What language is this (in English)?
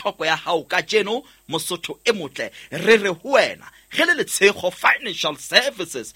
Southern Sotho